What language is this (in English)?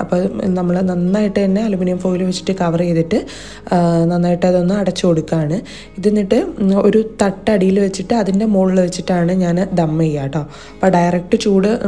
Malayalam